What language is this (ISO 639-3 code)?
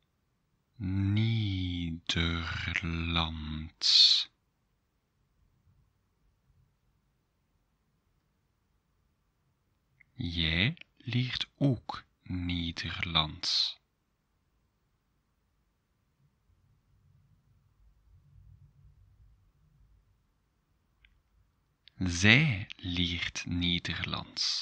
nld